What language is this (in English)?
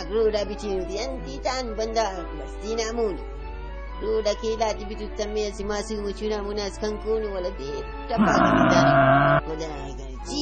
Brahui